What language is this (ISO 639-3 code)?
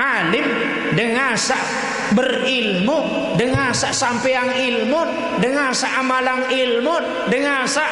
sas